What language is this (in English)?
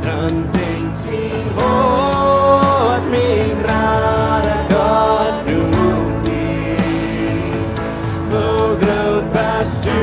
Plautdietsch